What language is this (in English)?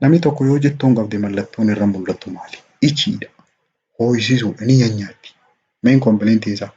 Oromo